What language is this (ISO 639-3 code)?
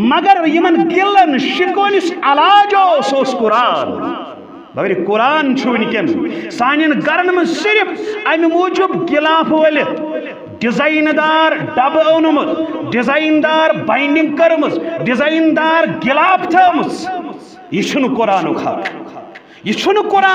kas